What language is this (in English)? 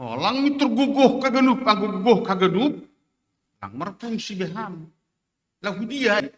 Batak Simalungun